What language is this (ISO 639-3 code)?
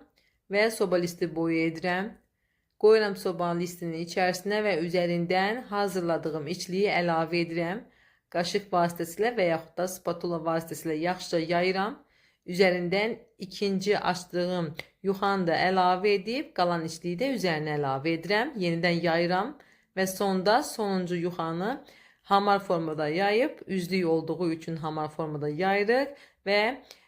aze